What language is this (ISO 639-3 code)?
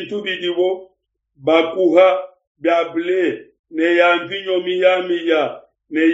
lua